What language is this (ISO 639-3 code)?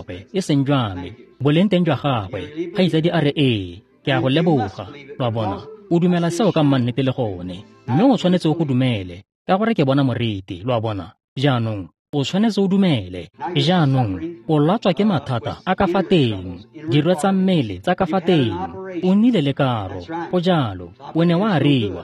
tsn